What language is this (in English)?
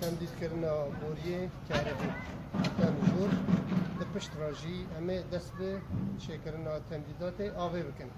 Kurdish